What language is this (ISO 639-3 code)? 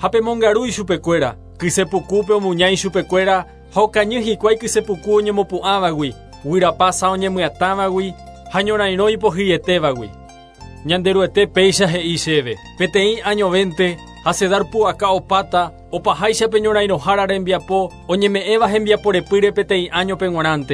grn